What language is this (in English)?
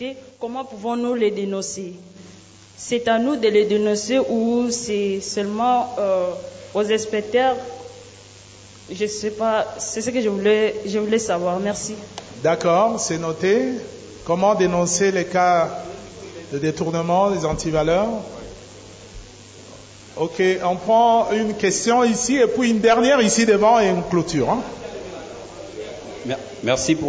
French